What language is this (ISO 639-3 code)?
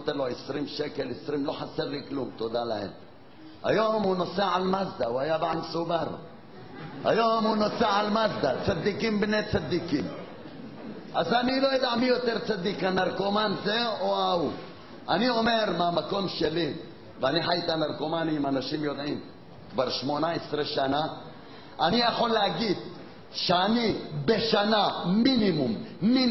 heb